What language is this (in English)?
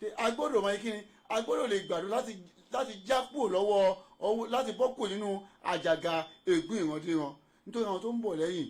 Yoruba